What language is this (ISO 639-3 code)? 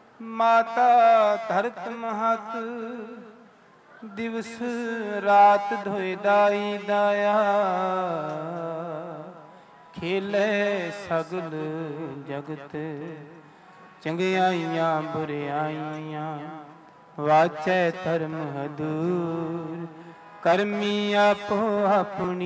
pan